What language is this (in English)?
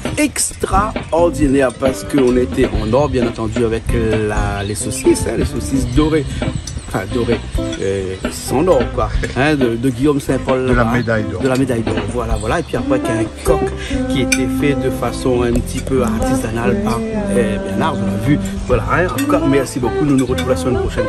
Réunion Creole French